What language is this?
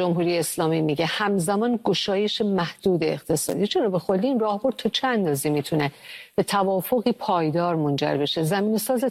Persian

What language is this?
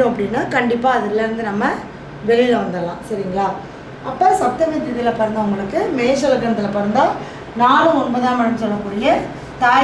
Tamil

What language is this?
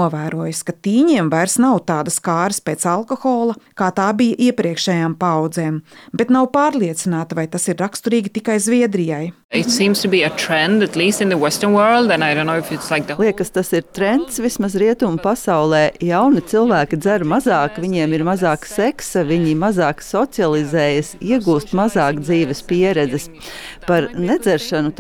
Latvian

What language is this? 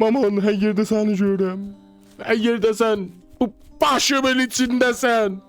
South Azerbaijani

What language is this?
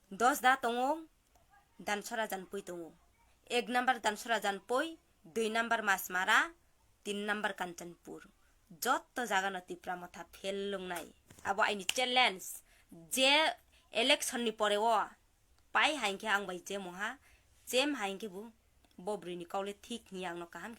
Riang (India)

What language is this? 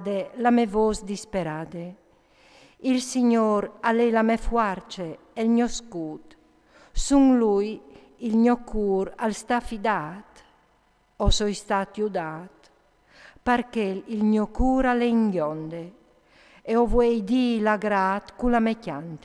Friulian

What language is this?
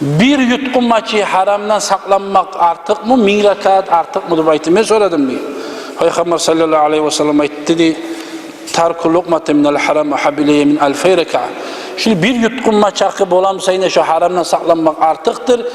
Kumyk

